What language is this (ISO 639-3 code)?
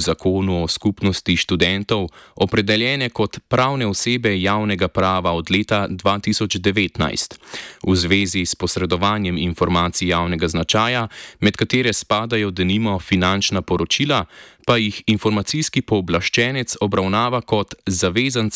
slv